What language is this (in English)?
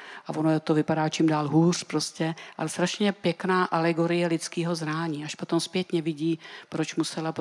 Czech